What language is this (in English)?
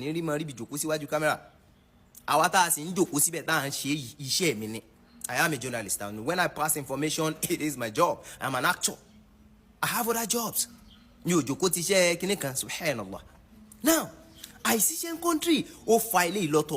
Yoruba